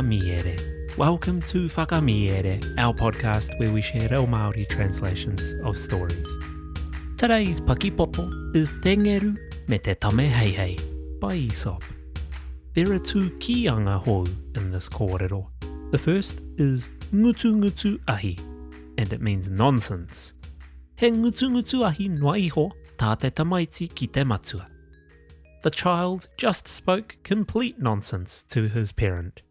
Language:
Māori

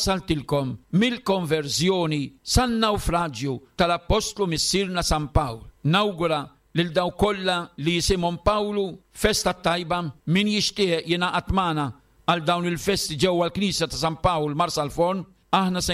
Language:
Maltese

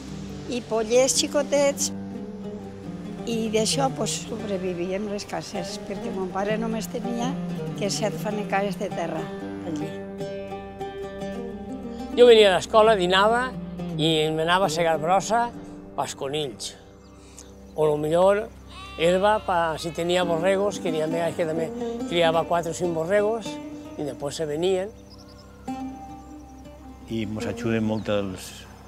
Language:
Catalan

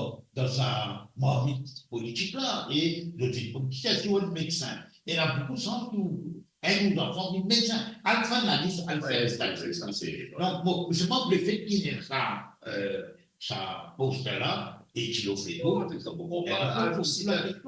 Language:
Morisyen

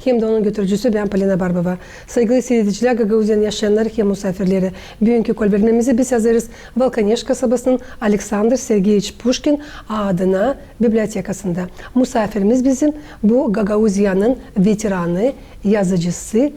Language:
Gagauz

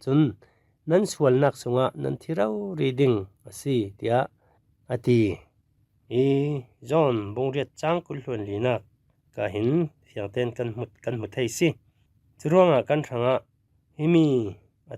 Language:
Falam Chin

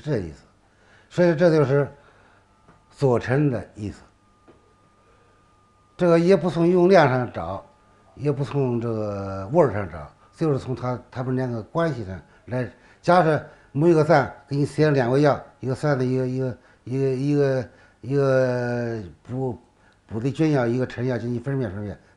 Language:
Chinese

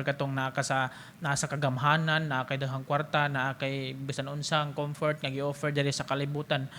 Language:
Cebuano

